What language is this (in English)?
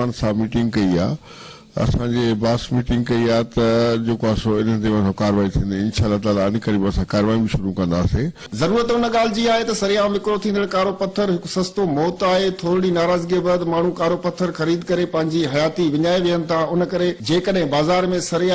Sindhi